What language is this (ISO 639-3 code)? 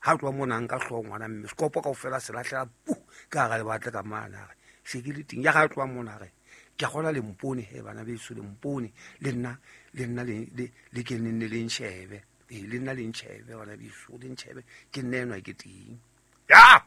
sot